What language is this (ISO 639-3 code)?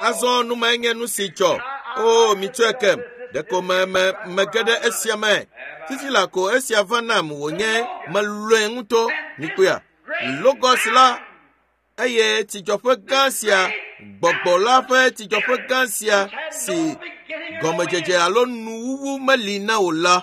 ewe